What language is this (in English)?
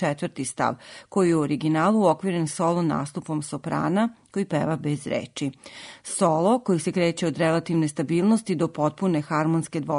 Serbian